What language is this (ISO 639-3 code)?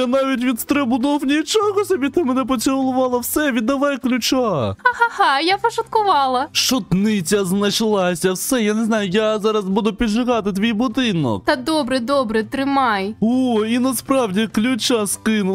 ukr